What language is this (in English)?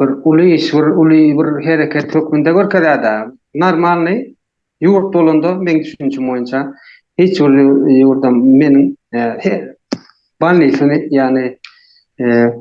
Turkmen